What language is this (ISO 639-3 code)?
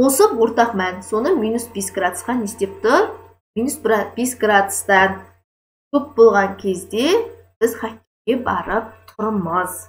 kaz